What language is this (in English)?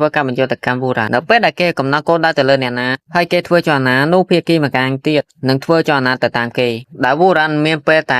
Khmer